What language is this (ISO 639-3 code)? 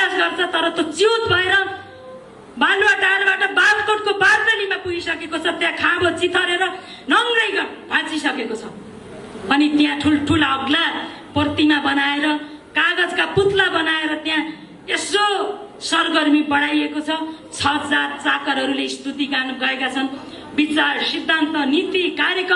nep